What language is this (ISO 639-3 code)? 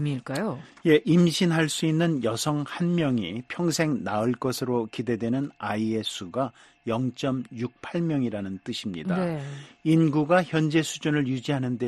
kor